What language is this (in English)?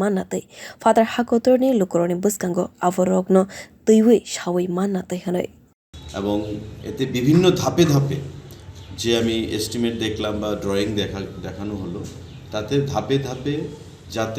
Kok Borok